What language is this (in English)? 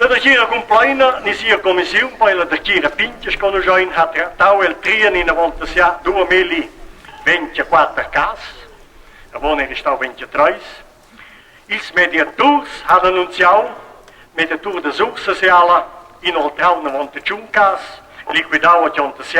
Romansh